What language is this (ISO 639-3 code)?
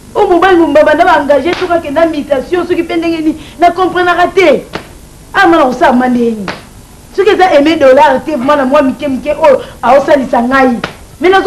lin